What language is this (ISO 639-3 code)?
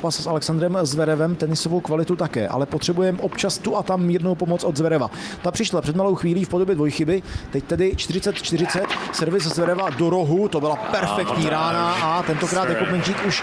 ces